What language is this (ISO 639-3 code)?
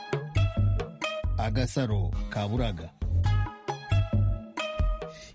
kin